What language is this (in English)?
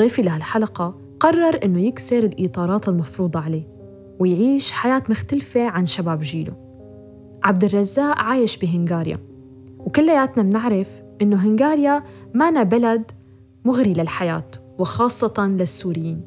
North Levantine Arabic